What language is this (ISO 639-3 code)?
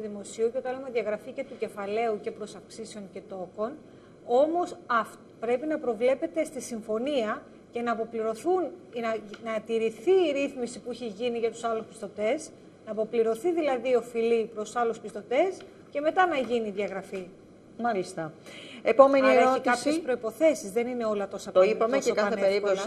ell